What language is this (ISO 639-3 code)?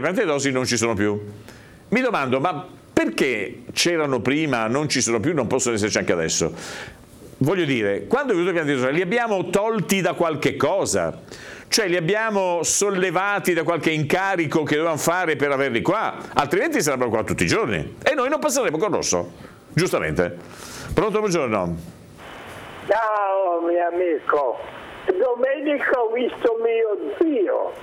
ita